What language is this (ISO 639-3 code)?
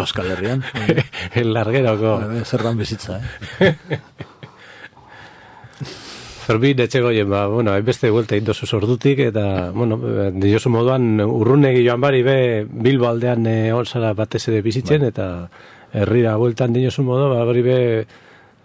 eus